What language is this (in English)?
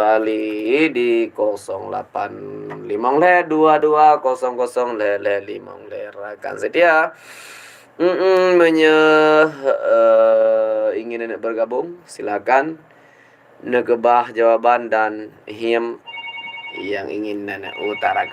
Achinese